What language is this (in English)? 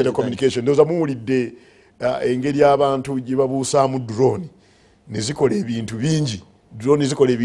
Ganda